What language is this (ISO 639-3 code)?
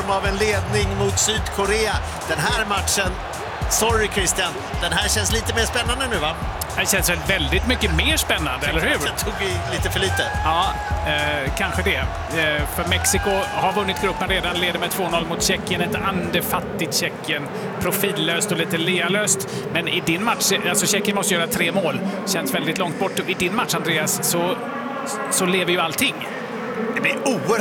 swe